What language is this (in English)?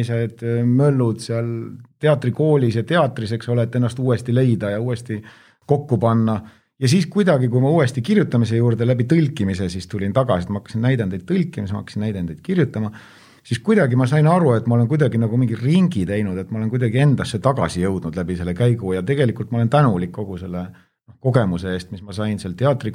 Estonian